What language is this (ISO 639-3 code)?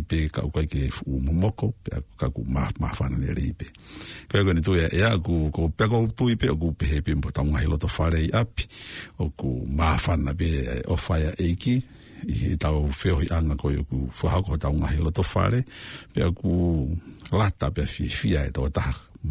ton